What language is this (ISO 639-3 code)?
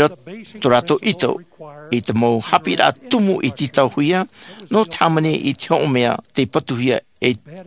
tah